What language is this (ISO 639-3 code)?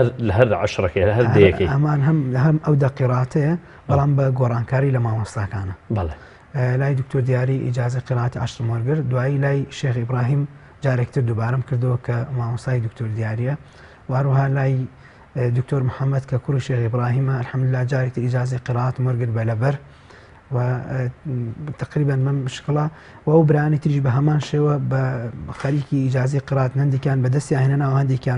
ckb